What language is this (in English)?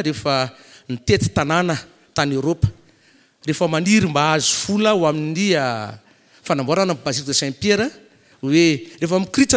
Malagasy